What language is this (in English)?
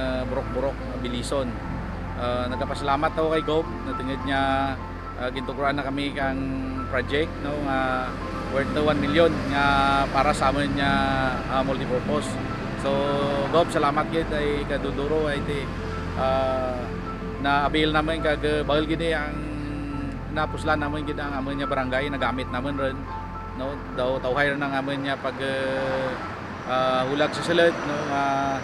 Kinaray-a